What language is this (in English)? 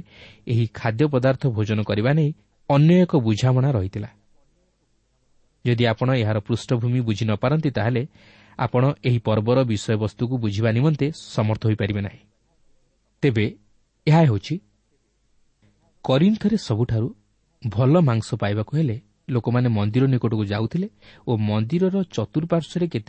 Odia